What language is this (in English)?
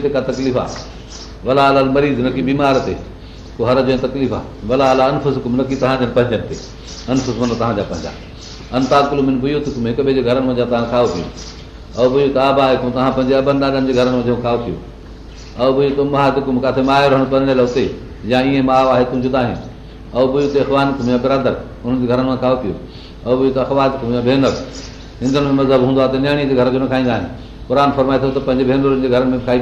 Sindhi